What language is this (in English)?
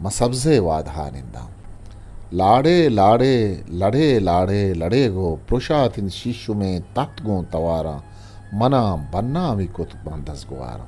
Eastern Balochi